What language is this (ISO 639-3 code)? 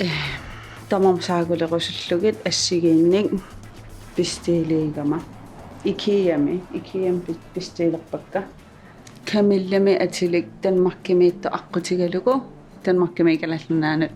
kal